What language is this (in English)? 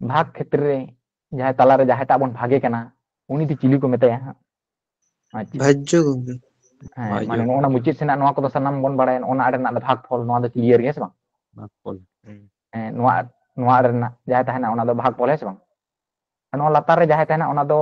Santali